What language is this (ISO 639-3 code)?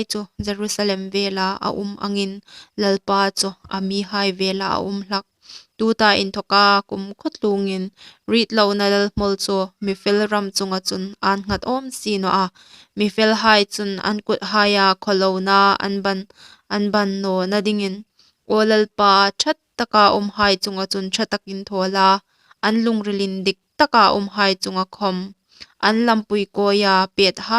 hmr